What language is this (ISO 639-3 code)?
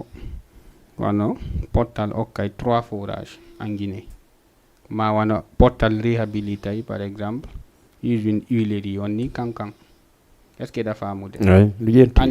ful